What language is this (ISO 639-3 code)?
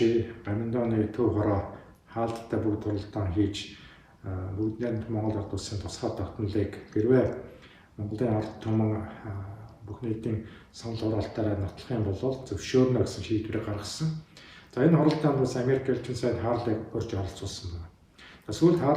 mon